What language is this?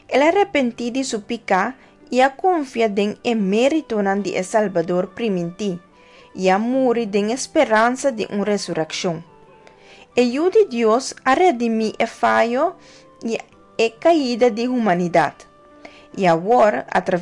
Papiamento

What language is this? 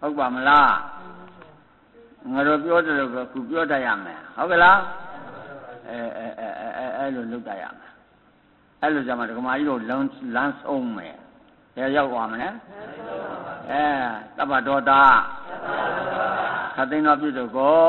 Burmese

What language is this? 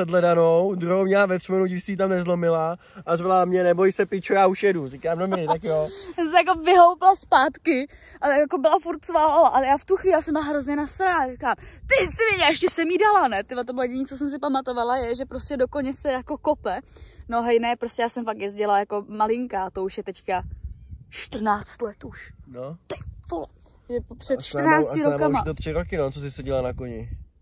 Czech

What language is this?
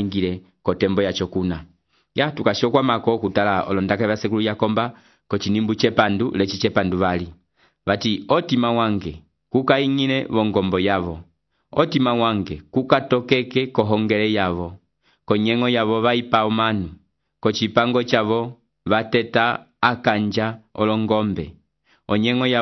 Umbundu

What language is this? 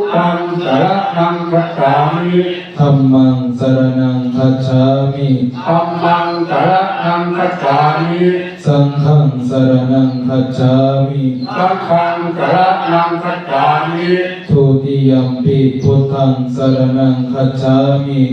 Pali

